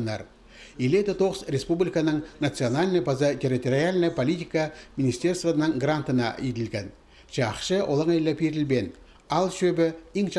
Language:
Khakas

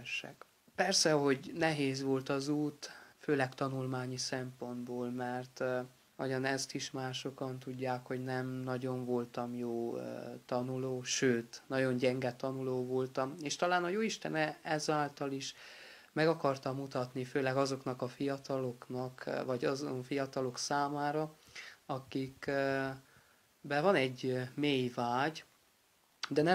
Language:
Hungarian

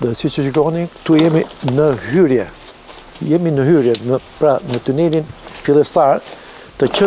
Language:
Albanian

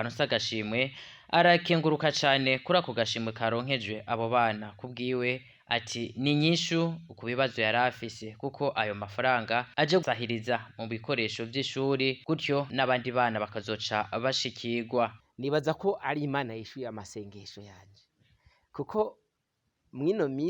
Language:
Rundi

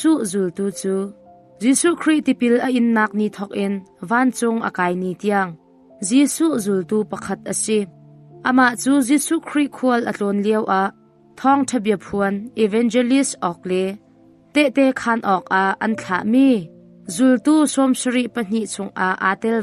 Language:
Hakha Chin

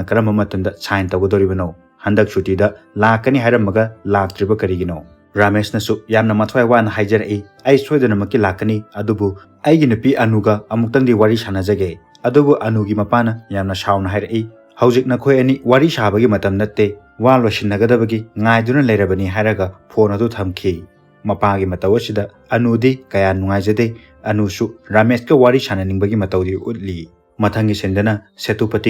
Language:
Manipuri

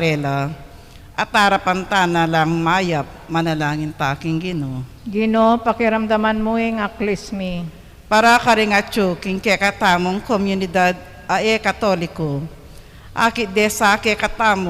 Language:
Pampanga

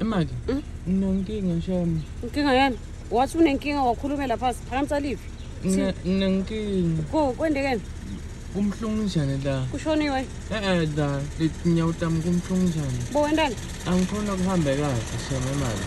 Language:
Zulu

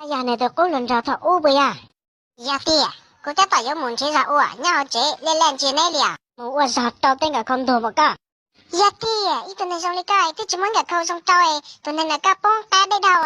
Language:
Hmong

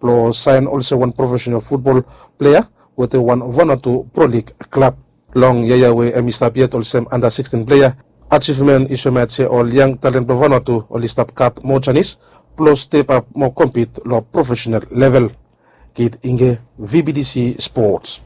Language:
Bislama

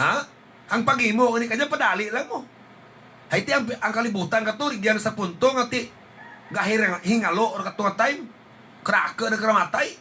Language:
Hiligaynon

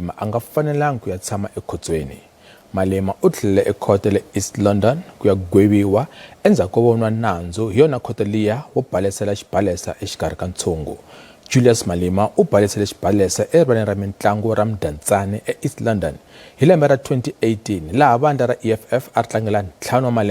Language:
Tsonga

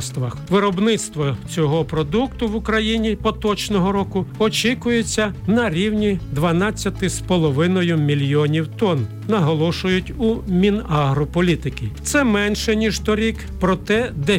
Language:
Ukrainian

